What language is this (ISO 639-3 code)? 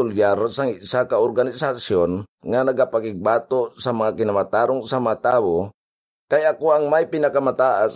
hil